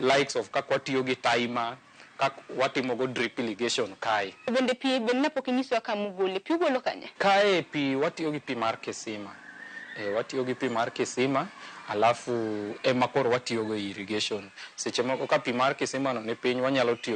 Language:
Luo (Kenya and Tanzania)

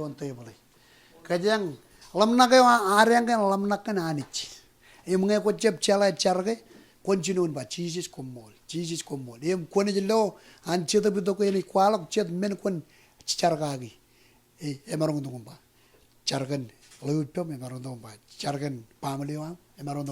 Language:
Marshallese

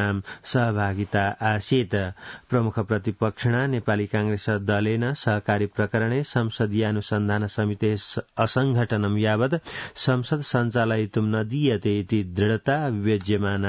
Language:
Sanskrit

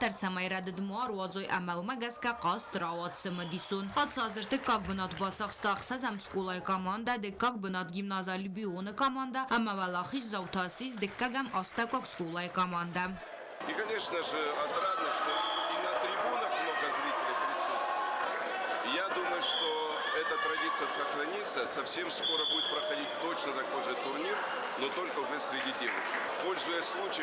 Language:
Ossetic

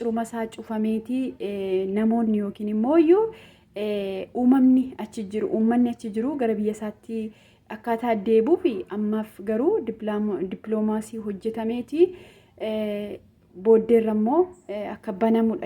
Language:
Oromo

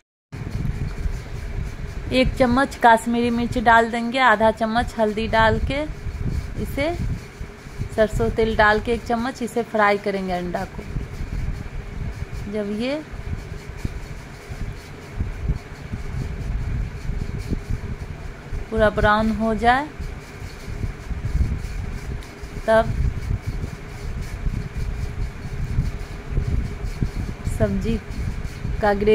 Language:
Hindi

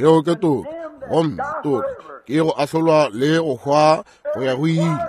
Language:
Northern Sotho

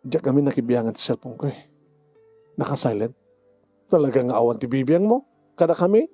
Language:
Iloko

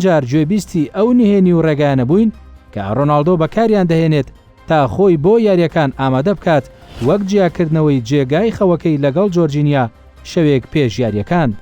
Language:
Central Kurdish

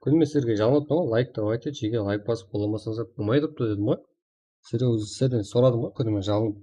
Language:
Kara-Kalpak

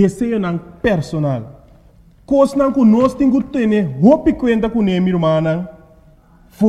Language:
Papiamento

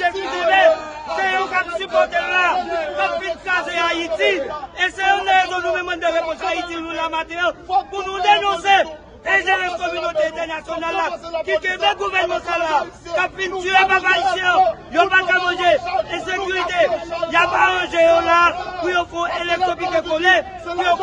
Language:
Haitian Creole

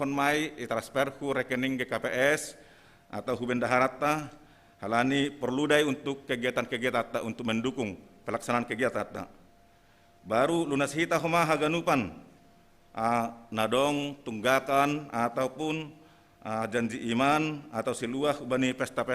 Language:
Batak Simalungun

